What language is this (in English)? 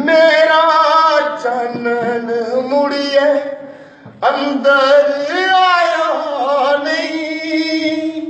Dogri